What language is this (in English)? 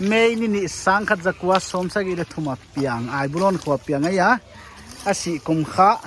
Paite Chin